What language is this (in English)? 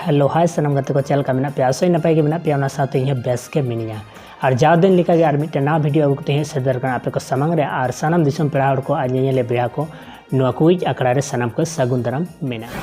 Santali